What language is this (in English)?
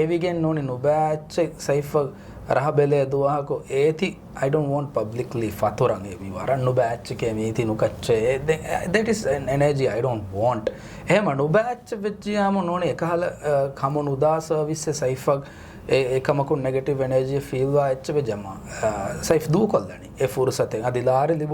Divehi